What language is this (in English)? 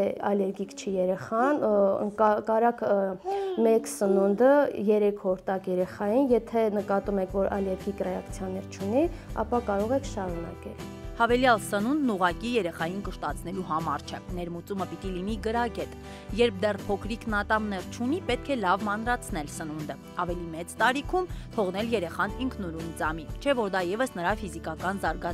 Armenian